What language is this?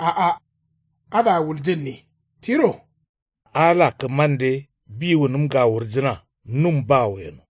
Kanuri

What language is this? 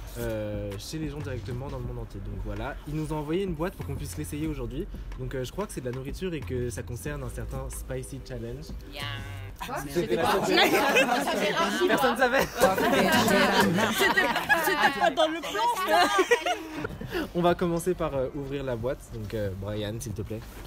French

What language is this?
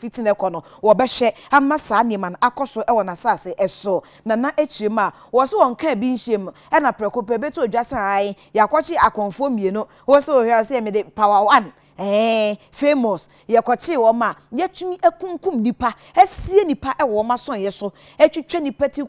Akan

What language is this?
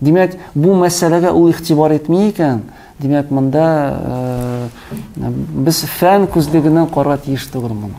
Tatar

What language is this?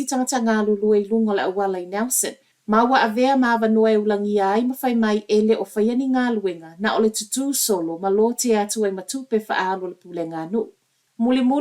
Samoan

